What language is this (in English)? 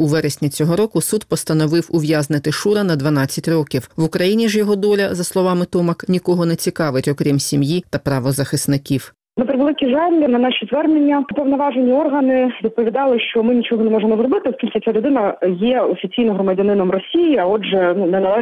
Ukrainian